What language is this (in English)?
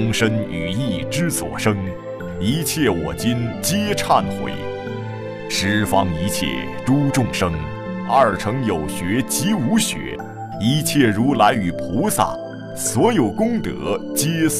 Chinese